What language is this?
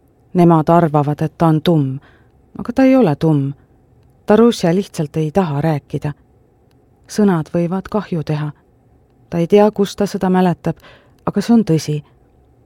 Estonian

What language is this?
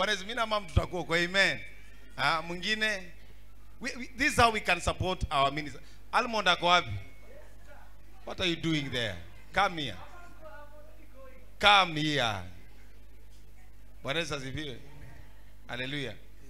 Swahili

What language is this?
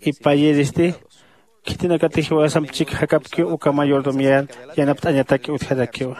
Aymara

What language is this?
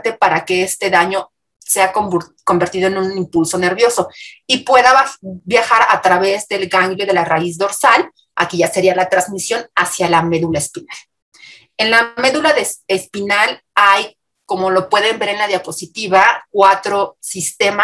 Spanish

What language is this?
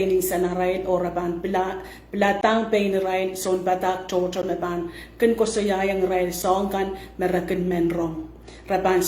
Pohnpeian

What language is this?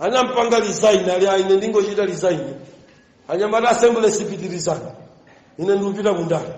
Nyanja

